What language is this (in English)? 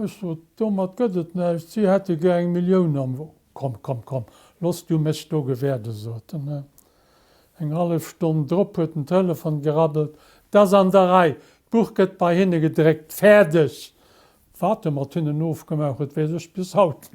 Luxembourgish